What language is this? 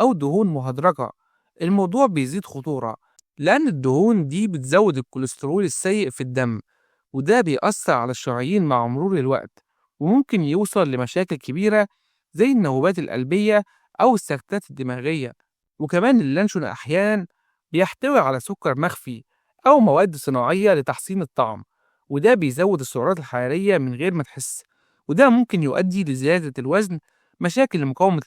Egyptian Arabic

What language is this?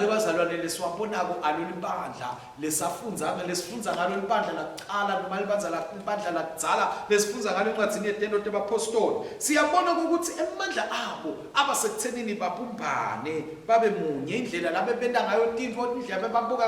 Swati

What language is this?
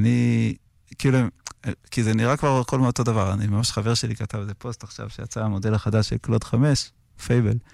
Hebrew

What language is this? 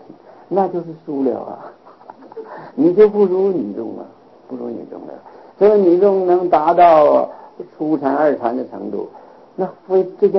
Chinese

